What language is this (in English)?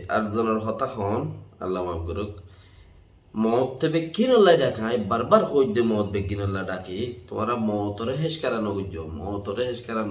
Rohingya